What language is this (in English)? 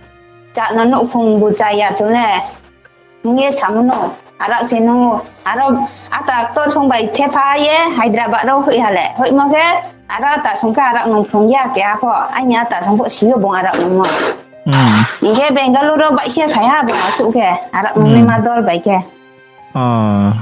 Riang (India)